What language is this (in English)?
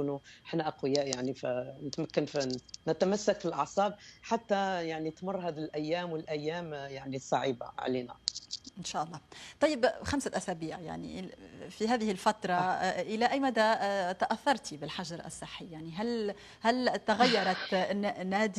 Algerian Arabic